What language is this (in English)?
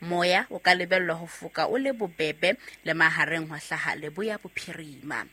Southern Sotho